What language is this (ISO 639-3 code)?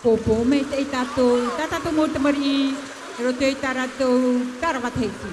tah